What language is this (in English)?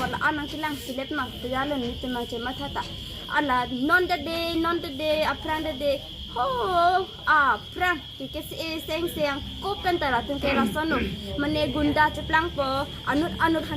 Karbi